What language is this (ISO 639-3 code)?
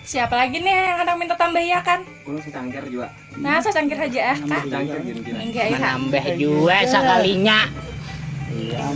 bjn